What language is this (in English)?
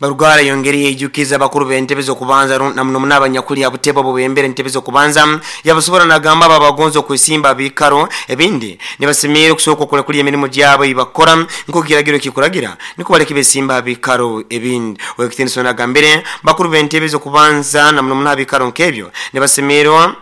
Nyoro